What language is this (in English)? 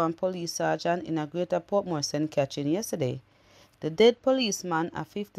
Jamaican Creole English